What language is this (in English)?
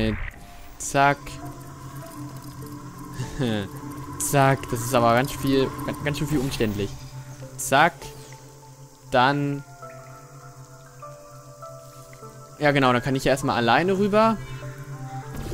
German